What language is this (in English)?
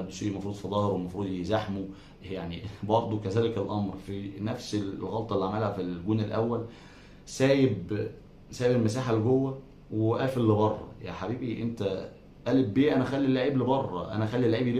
Egyptian Arabic